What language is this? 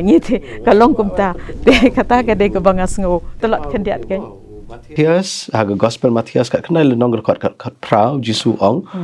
Khasi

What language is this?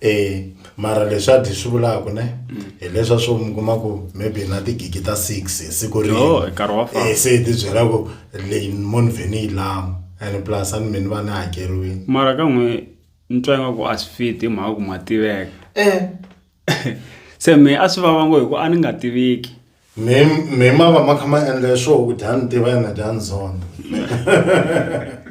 Tsonga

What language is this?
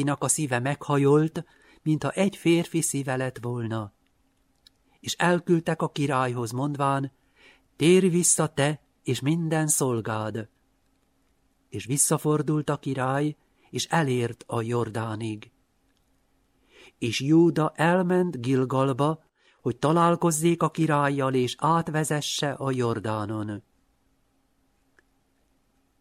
Hungarian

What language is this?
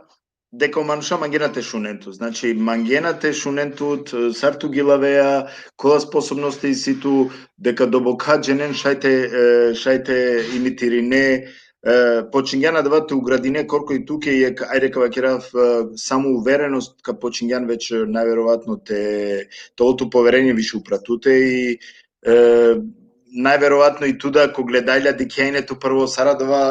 Balkan Romani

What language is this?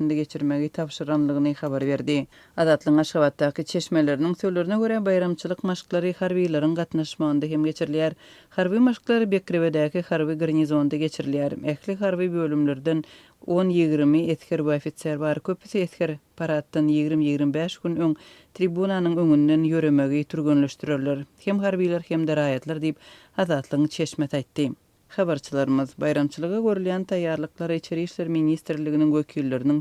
Turkmen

